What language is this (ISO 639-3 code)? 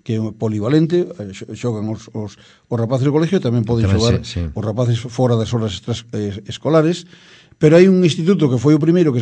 glg